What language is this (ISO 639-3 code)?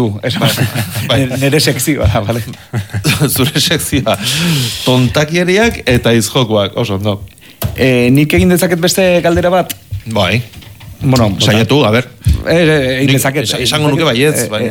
eus